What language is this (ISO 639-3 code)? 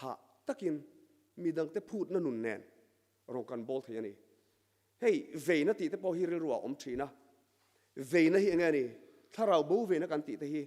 lus